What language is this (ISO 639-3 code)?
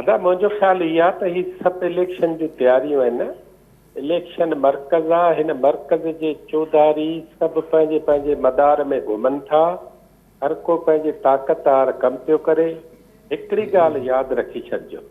snd